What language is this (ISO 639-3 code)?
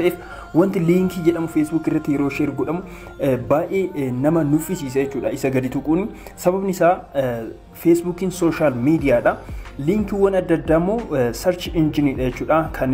orm